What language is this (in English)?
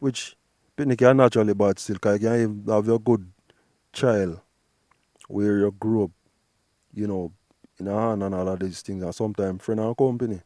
Jamaican Creole English